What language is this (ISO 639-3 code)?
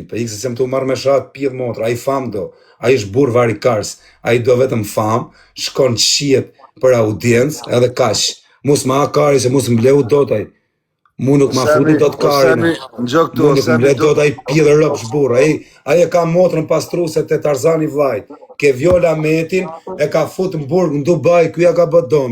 sqi